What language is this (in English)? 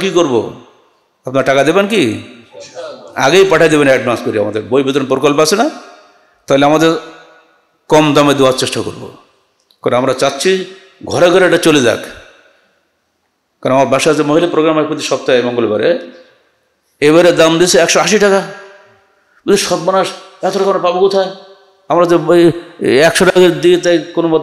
Bangla